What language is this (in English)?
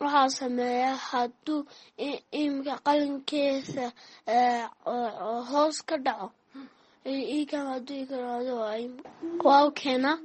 Somali